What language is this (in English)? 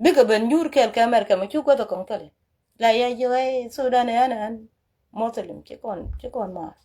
Nuer